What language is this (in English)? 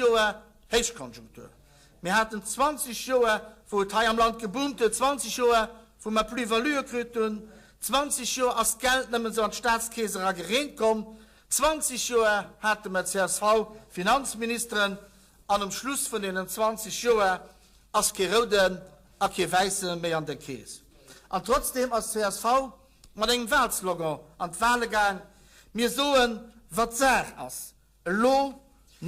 Luxembourgish